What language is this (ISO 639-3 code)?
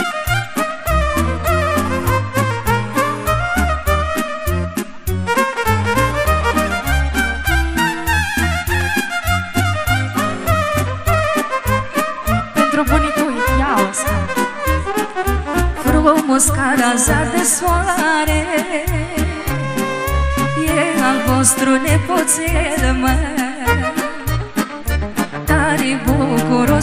ron